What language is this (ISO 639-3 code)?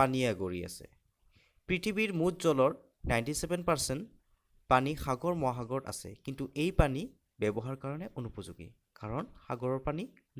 asm